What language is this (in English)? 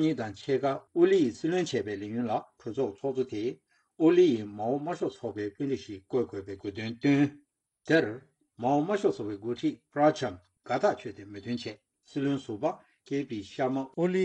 Tibetan